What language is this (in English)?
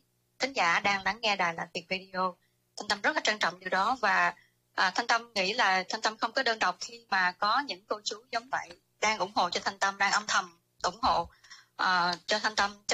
Vietnamese